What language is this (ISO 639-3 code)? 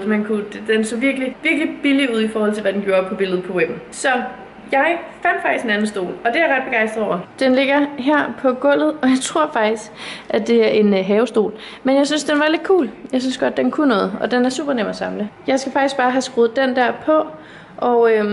dan